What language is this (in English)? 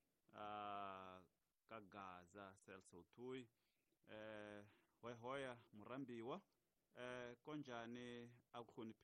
Tsonga